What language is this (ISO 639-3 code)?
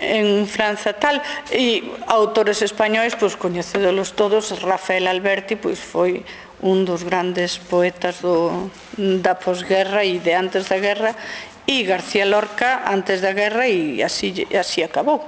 glg